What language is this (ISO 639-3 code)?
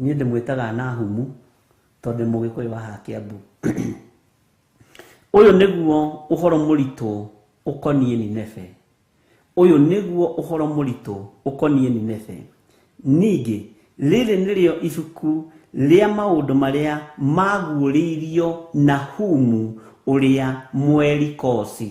kik